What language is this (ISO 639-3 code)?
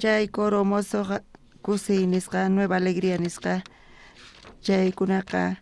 quh